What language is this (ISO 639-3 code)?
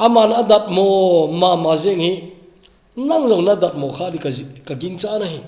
tcz